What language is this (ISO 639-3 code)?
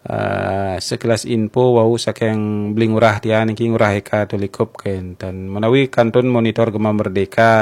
ban